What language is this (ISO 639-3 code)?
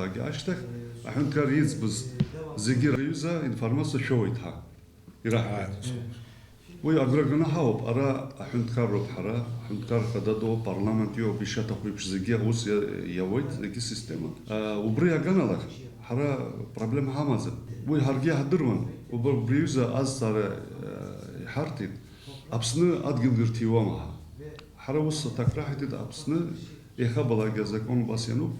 abk